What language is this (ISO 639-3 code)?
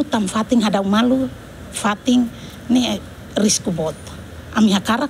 tet